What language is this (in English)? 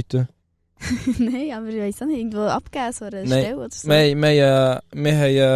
Swiss German